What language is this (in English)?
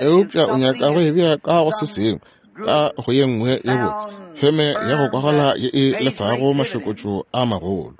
Northern Sotho